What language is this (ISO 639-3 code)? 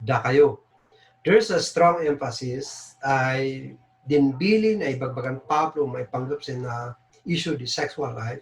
kne